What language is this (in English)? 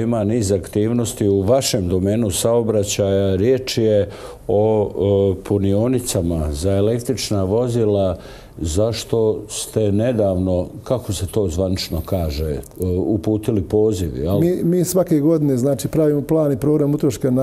Bosnian